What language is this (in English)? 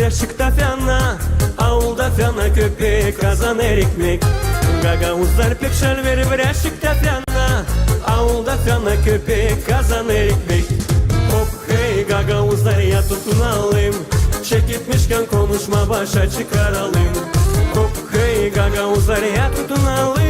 Gagauz